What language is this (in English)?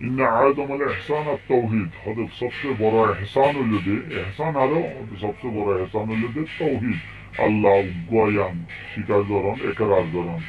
Rohingya